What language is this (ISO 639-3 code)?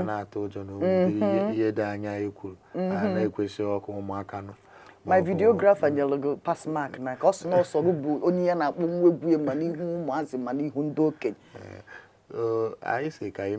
ibo